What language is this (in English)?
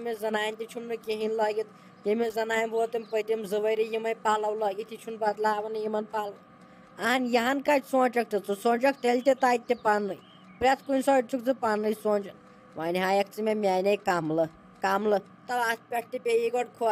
Kashmiri